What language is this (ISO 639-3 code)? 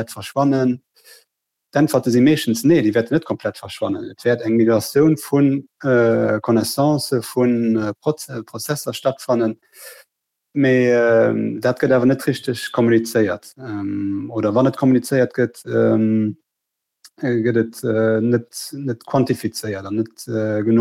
ltz